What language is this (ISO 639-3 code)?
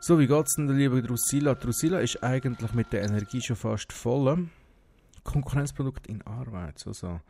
gsw